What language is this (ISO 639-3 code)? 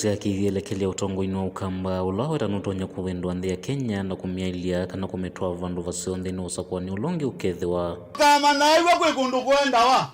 kam